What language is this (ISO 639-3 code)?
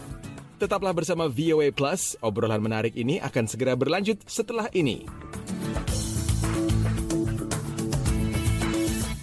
ind